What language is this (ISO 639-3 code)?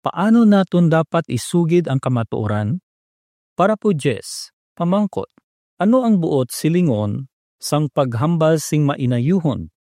hil